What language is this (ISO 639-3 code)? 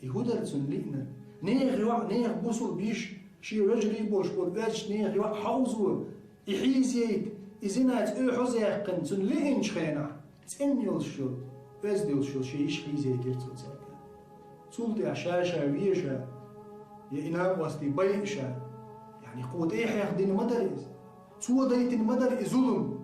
che